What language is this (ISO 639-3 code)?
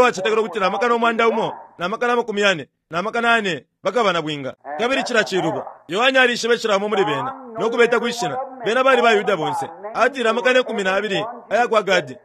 bem